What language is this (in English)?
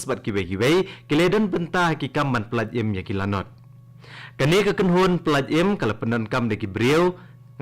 Khasi